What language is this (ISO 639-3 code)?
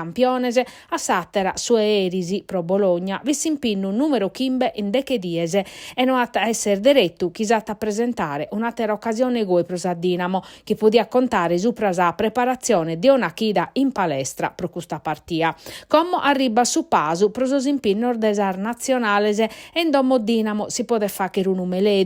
srd